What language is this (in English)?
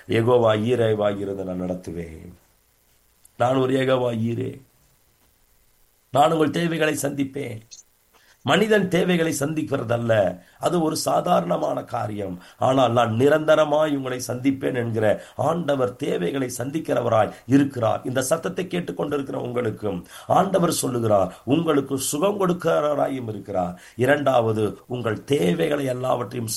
Tamil